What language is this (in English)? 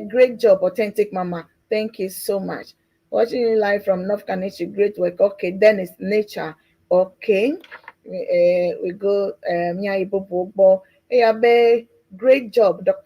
Ewe